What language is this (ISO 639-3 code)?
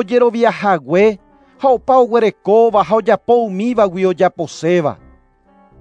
grn